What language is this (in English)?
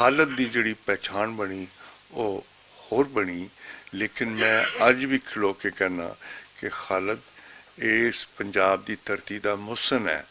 Western Panjabi